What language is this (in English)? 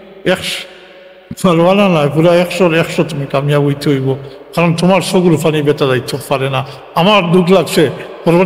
Sylheti